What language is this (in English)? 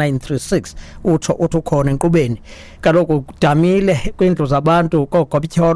Xhosa